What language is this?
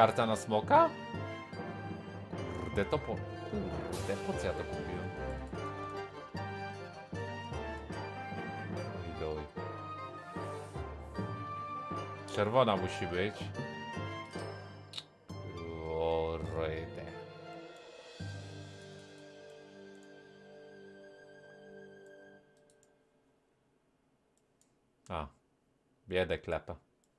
Polish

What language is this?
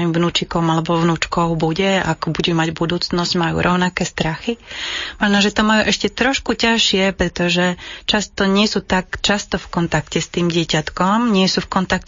Slovak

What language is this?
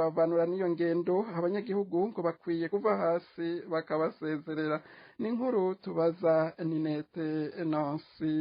Rundi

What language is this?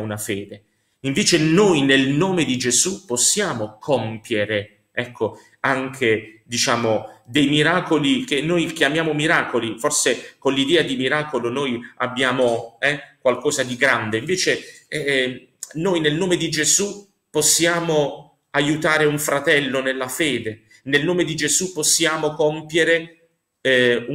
Italian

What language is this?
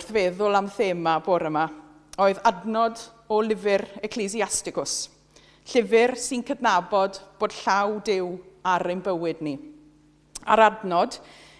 Welsh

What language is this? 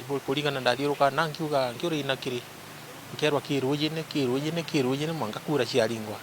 Meru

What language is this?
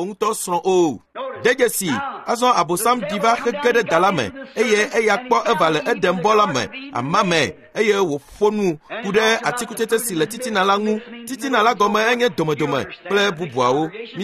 Ewe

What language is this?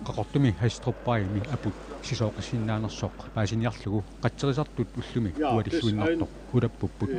Kalaallisut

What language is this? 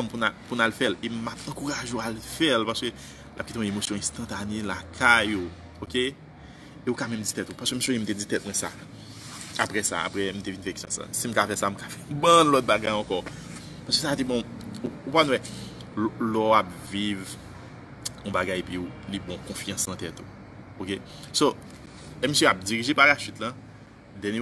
Haitian Creole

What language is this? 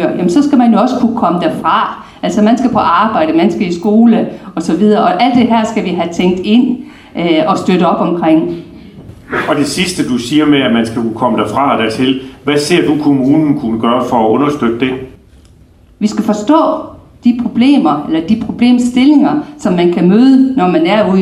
Danish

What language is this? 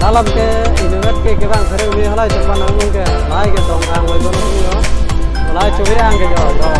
Karbi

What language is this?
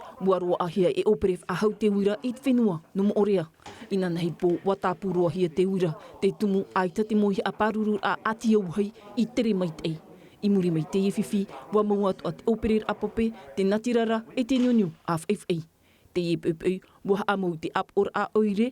Tahitian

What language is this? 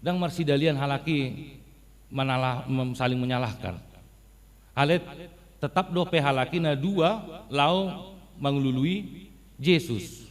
Batak Toba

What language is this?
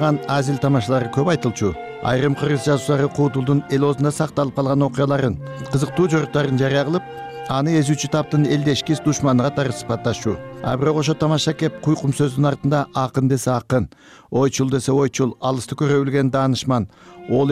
Kyrgyz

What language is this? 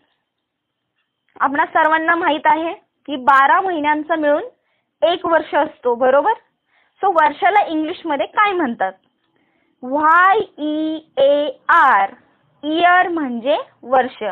Marathi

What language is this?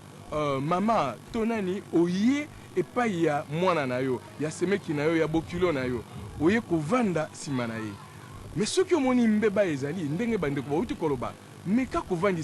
Lingala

